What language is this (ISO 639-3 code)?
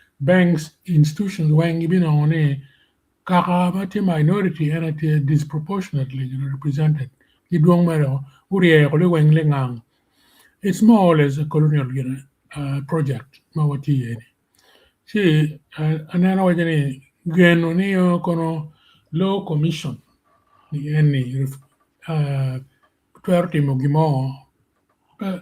ach